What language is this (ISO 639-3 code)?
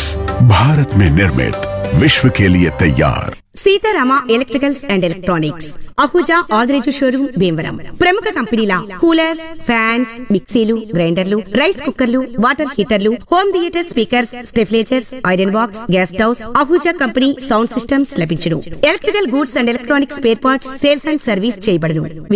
tel